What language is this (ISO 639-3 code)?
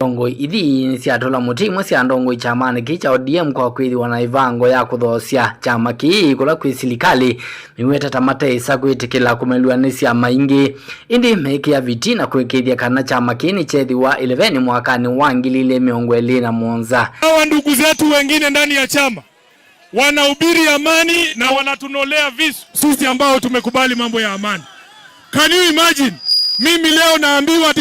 kam